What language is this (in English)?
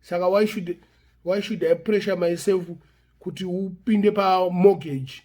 Shona